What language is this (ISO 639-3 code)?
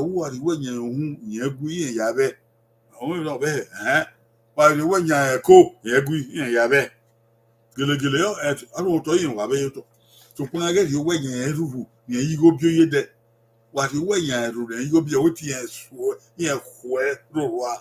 bin